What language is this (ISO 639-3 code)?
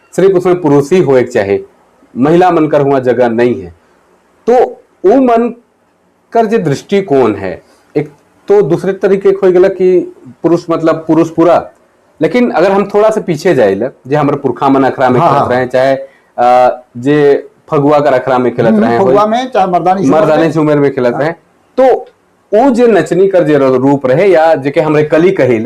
sck